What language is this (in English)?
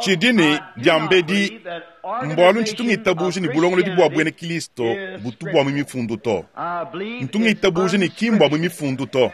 Luba-Lulua